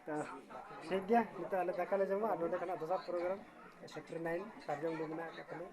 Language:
Santali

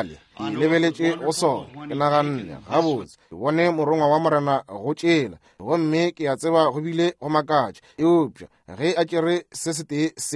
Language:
Northern Sotho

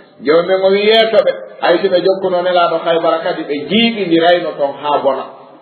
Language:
Fula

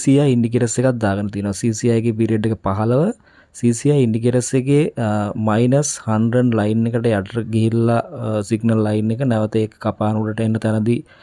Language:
Sinhala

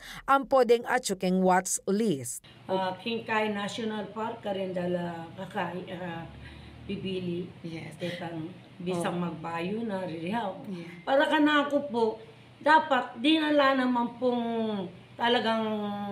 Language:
Pampanga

